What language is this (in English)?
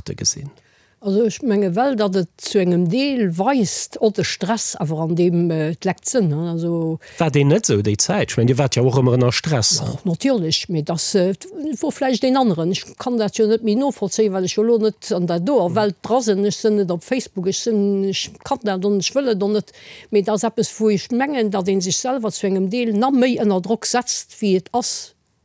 Luxembourgish